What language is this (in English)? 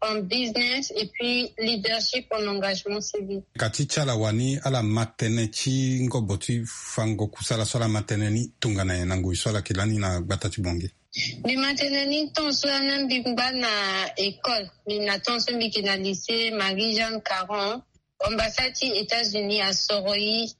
Sango